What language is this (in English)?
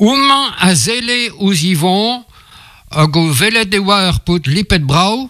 Breton